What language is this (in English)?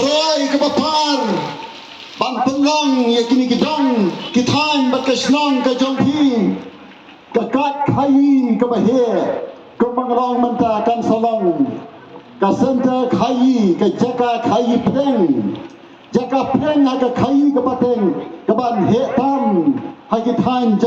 Khasi